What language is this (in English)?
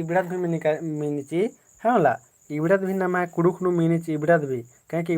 Kurukh